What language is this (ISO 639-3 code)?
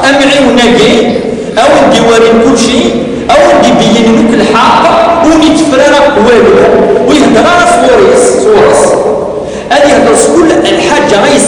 kab